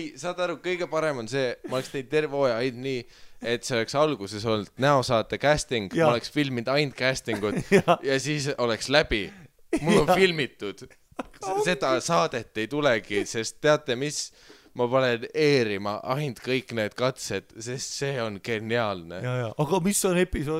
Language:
Estonian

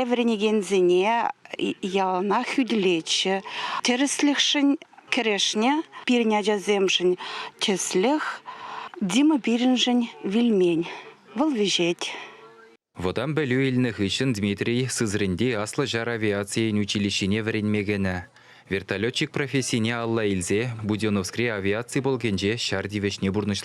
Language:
Chuvash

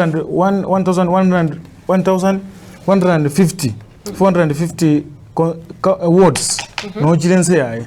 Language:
Gusii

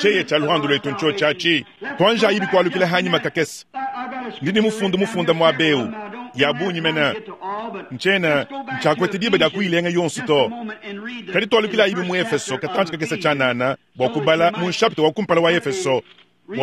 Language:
Luba-Lulua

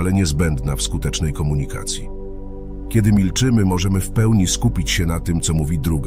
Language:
Polish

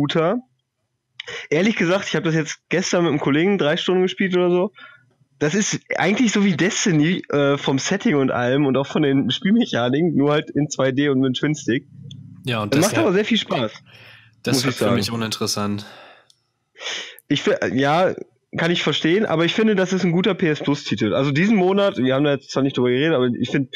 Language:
German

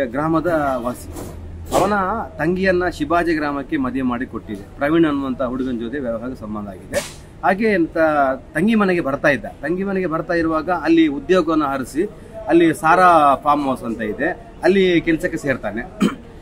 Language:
Kannada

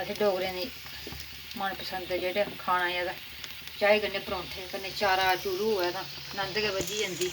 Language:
Dogri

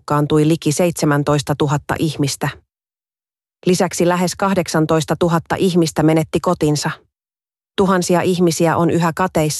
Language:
Finnish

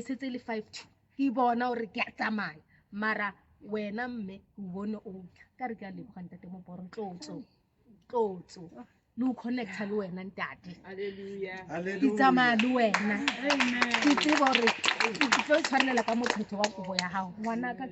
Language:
Southern Sotho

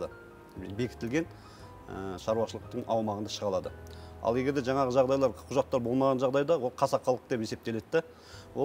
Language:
Kazakh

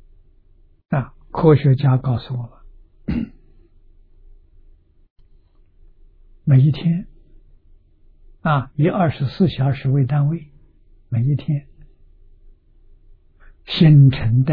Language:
Chinese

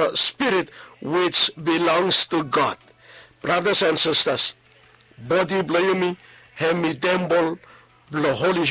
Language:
Bislama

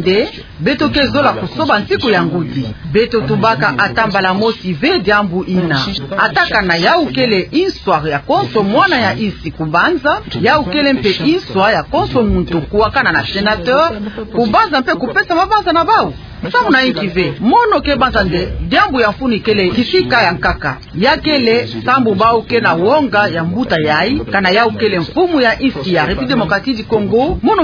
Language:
Kituba (Democratic Republic of Congo)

